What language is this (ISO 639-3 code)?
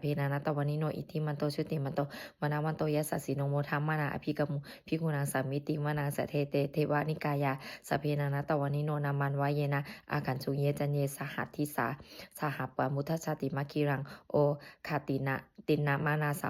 pli